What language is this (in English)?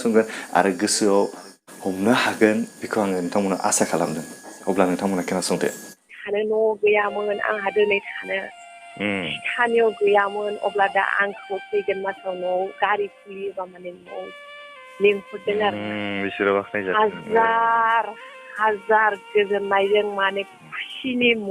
Bodo